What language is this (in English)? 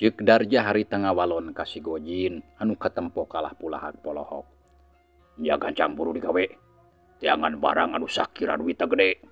Sundanese